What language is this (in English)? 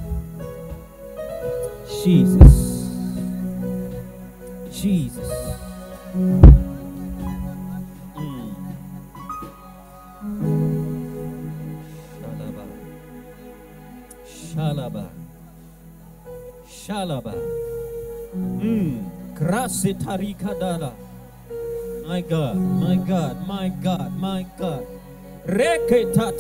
Swahili